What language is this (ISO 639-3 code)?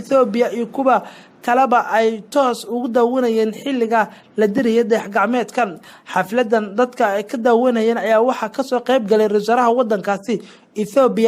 som